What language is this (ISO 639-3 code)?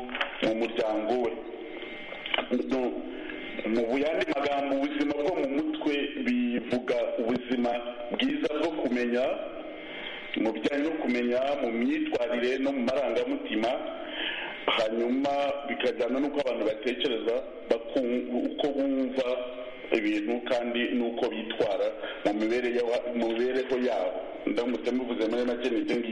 kin